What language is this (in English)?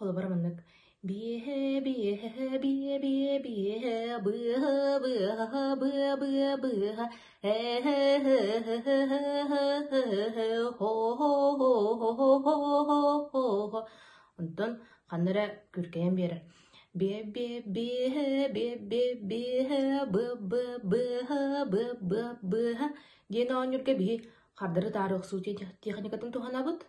Yakut